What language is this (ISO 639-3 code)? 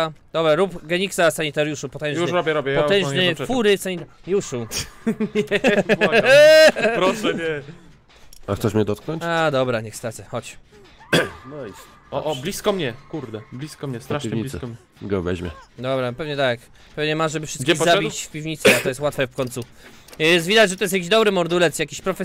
pol